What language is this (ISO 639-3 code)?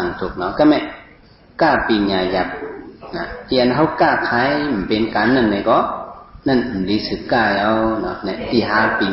shn